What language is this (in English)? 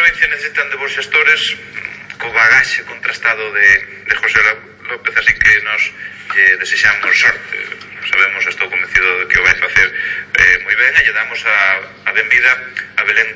Galician